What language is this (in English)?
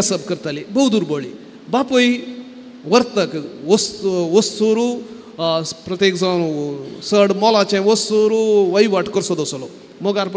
Konkani